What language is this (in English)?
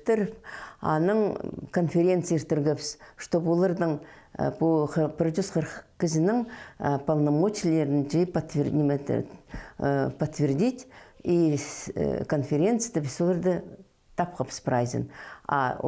Khakas